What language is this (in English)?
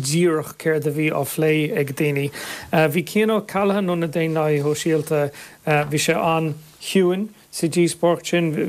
Irish